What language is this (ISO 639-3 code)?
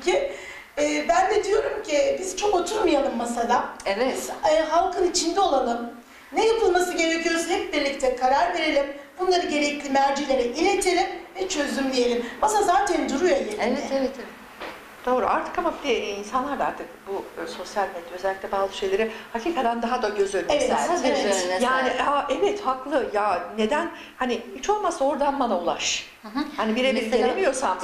tur